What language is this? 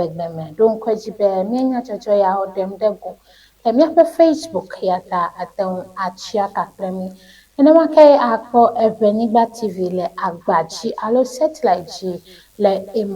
Ewe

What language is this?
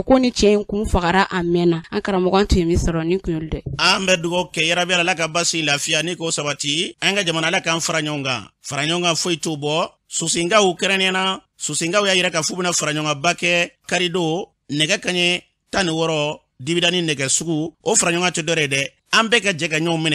Bambara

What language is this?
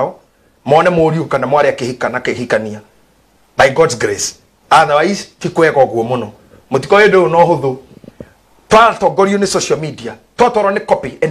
Kikuyu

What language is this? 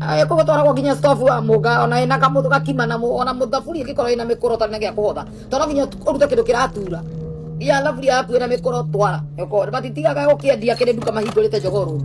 Kikuyu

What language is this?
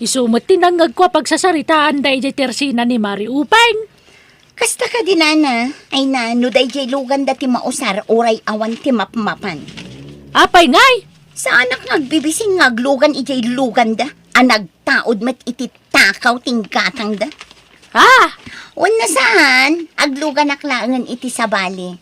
Iloko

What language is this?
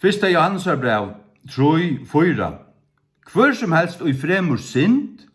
Faroese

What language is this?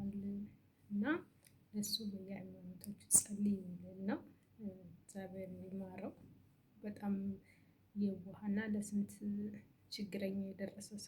Amharic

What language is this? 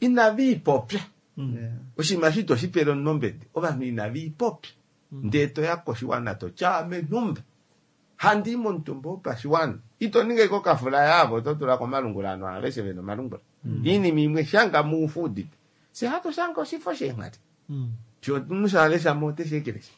Kuanyama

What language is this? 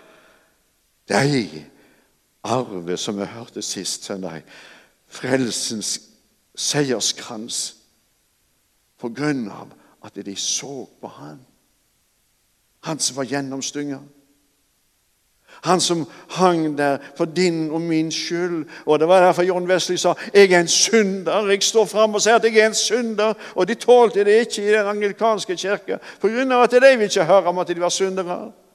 Norwegian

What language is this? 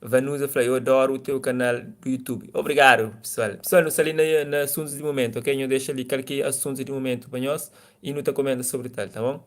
Kabuverdianu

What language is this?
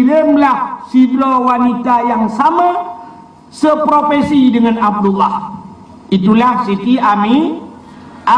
Achinese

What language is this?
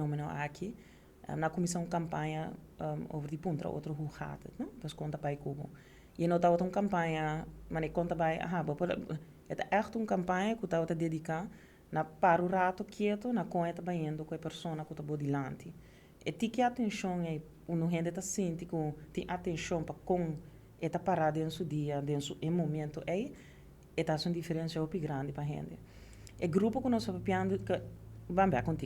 Papiamento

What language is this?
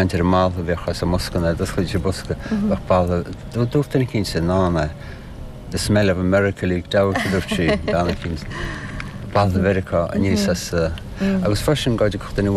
Irish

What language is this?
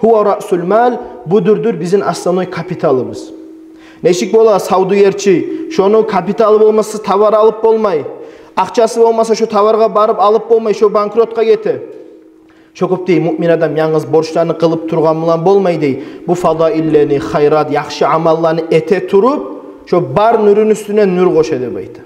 Kumyk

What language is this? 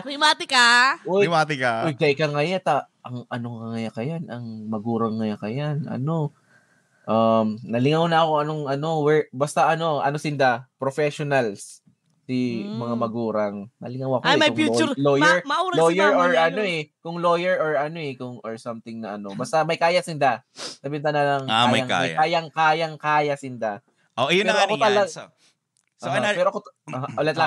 Bikol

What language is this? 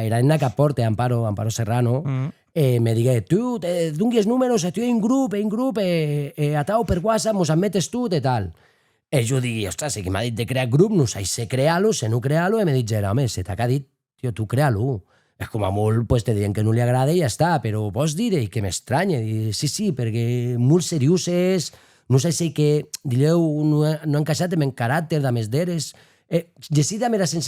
Occitan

